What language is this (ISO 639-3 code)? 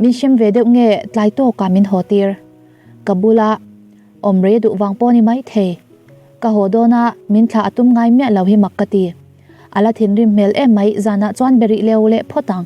lus